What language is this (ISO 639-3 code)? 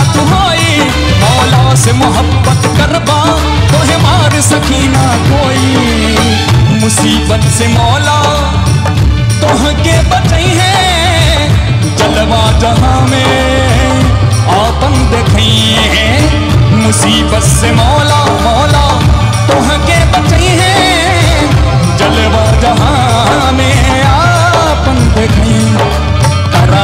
bho